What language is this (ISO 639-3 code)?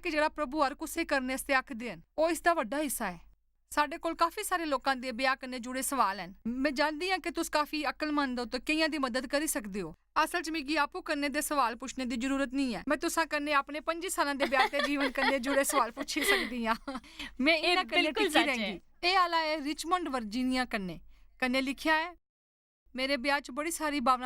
doi